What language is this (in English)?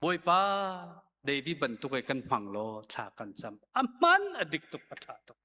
Hakha Chin